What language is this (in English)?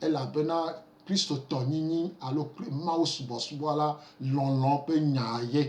Gen